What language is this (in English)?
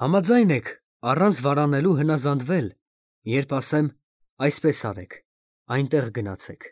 Armenian